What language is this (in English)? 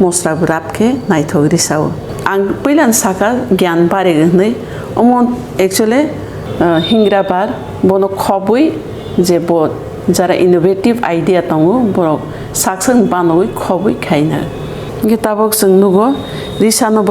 Kok Borok